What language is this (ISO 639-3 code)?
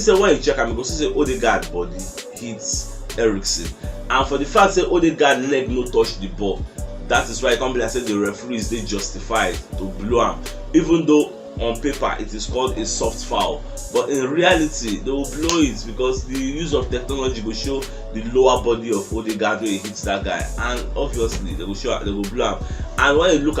pcm